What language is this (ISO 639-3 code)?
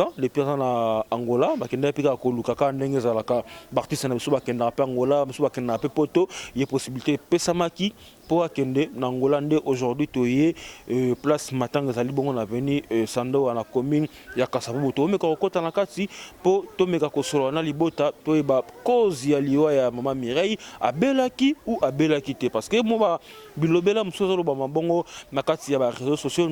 lin